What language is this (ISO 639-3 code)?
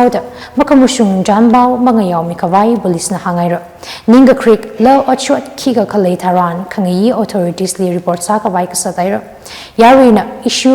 nmf